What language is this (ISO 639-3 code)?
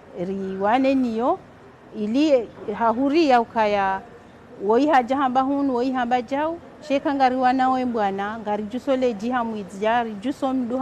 zdj